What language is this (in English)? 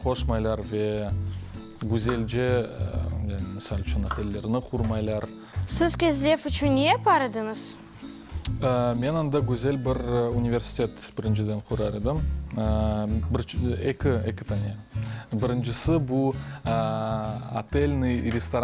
Crimean Tatar